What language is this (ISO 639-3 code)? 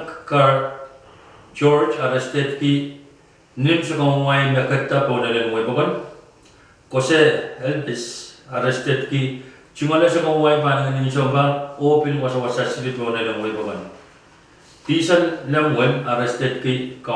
pon